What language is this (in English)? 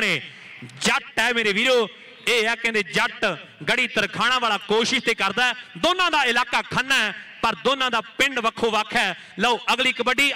Punjabi